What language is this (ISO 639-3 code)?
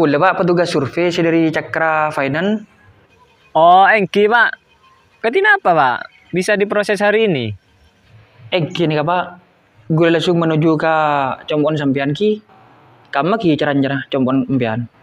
mad